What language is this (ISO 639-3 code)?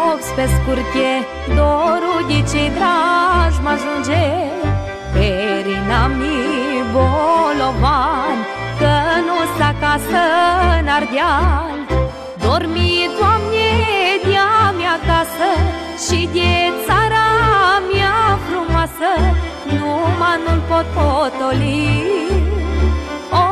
ron